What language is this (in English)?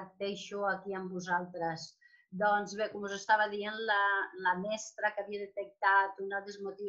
Catalan